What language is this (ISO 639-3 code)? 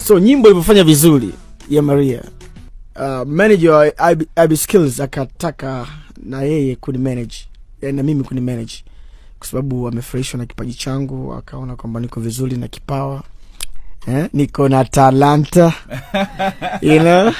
swa